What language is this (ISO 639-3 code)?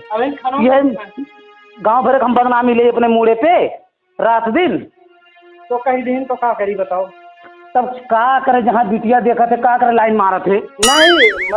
awa